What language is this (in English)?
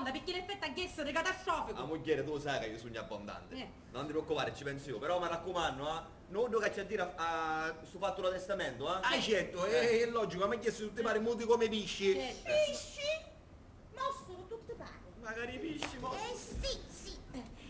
Sicilian